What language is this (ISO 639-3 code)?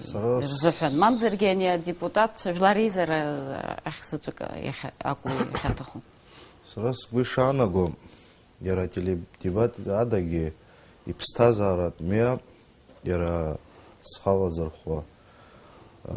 abk